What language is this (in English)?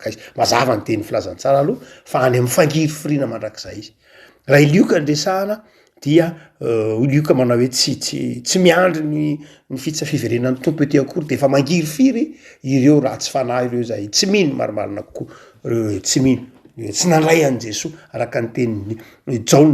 Malagasy